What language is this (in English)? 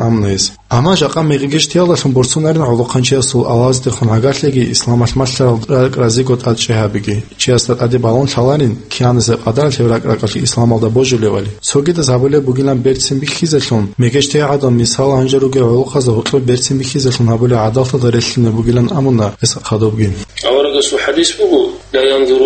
Avaric